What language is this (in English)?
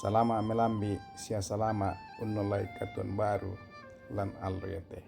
Toraja-Sa'dan